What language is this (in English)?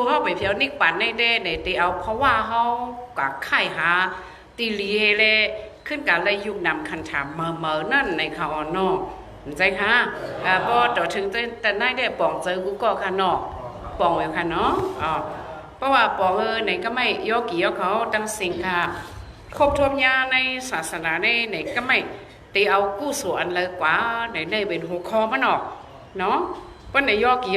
Shan